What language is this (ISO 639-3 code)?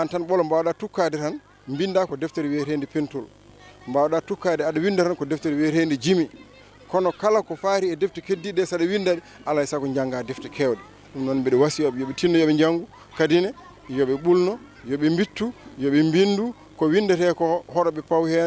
ful